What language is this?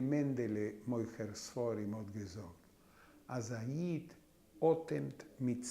Yiddish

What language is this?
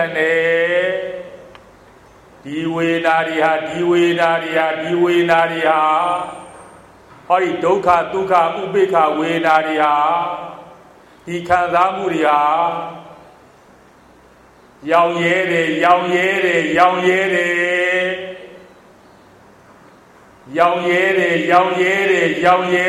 Burmese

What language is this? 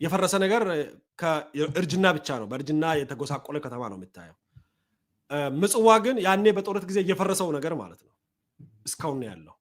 Amharic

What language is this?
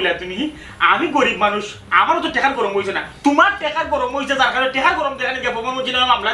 Sylheti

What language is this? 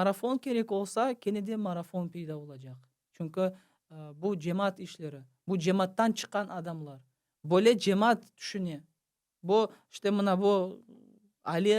Crimean Tatar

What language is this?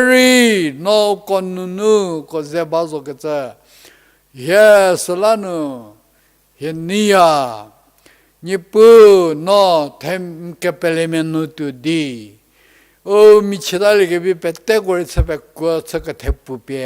Angami Naga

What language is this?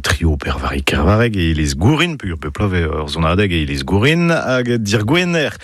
Breton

